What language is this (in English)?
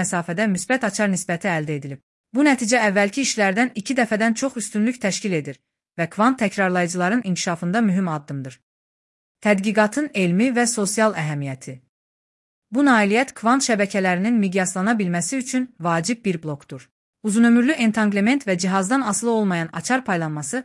Azerbaijani